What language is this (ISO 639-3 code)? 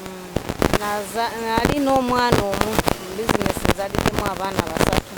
lug